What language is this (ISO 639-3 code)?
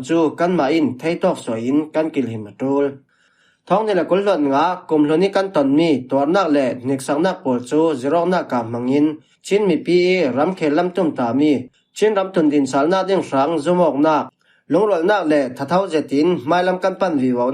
cfm